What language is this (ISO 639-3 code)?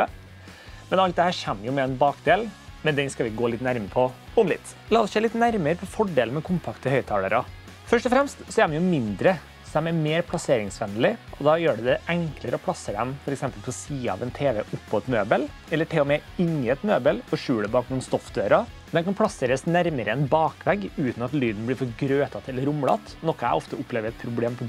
nor